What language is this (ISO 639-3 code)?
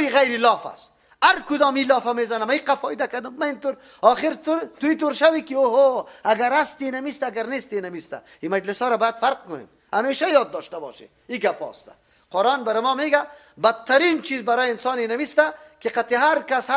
fas